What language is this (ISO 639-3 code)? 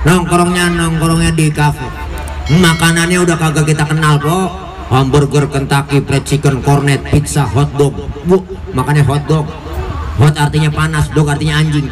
bew